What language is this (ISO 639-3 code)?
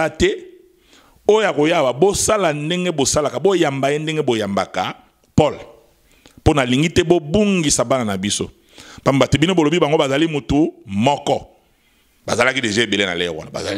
lin